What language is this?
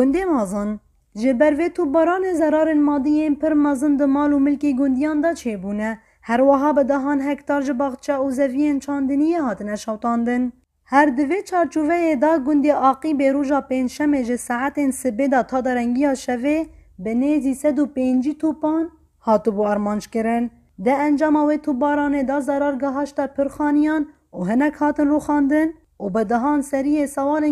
Kurdish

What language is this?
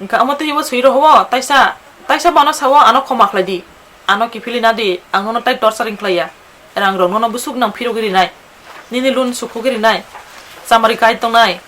Kok Borok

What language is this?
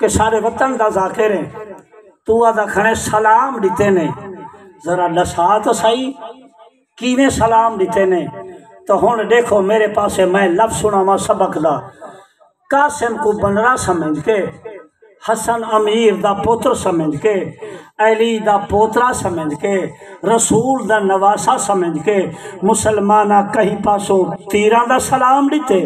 Saraiki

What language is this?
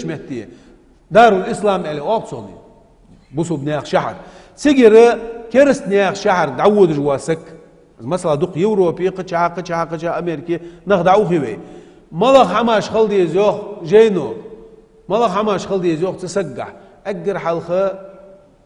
Ingush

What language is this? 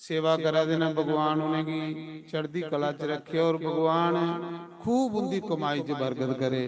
Dogri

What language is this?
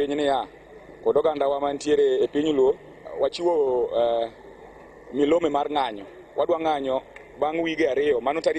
Luo (Kenya and Tanzania)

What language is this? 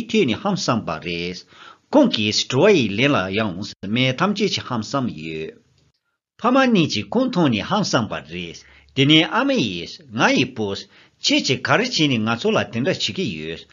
Tibetan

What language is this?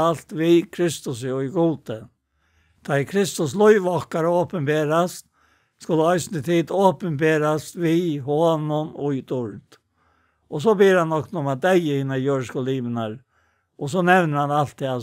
Faroese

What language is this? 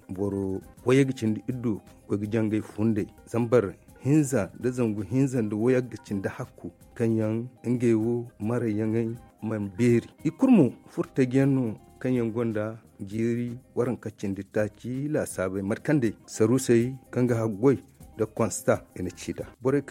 Zarma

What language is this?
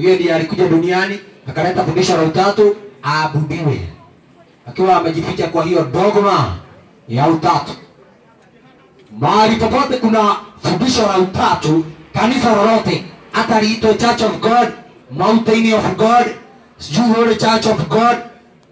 Swahili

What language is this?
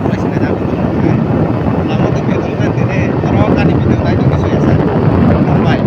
Kok Borok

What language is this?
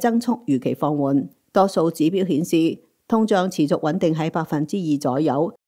Cantonese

